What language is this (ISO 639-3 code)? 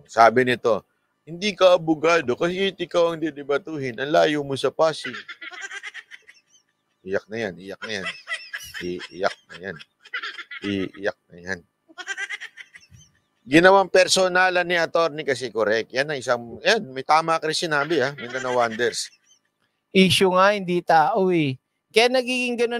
fil